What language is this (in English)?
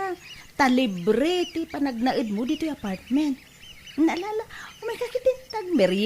Iloko